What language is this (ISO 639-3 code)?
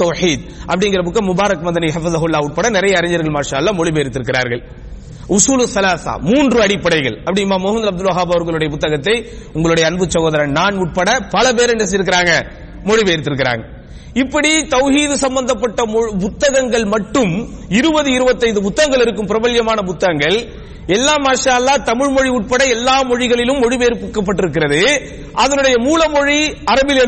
tam